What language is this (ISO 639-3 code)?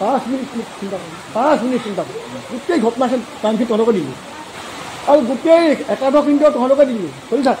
asm